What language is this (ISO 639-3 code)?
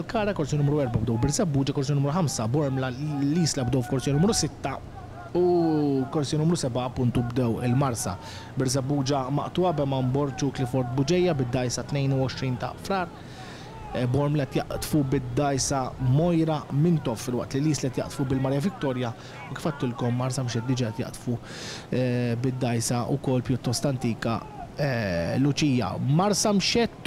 mlt